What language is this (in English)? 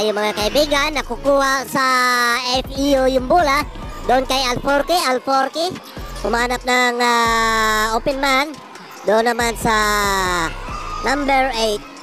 Filipino